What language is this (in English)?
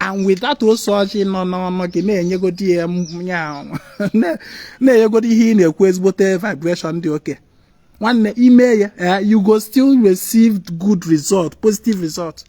Igbo